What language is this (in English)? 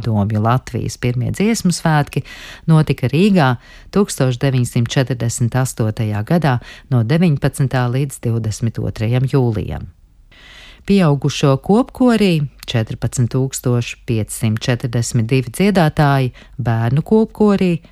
Latvian